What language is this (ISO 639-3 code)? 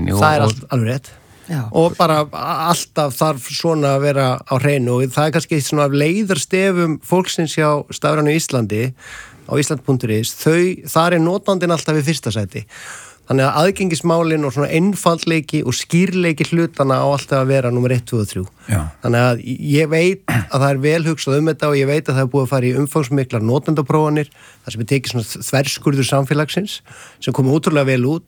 isl